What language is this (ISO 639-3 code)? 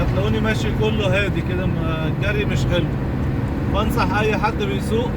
arz